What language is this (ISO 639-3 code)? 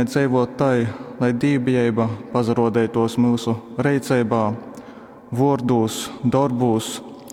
ltg